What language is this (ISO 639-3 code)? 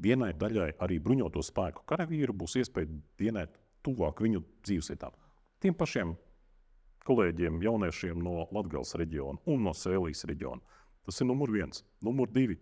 lav